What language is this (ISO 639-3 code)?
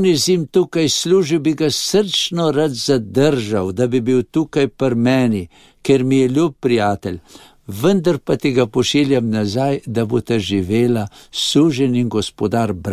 slv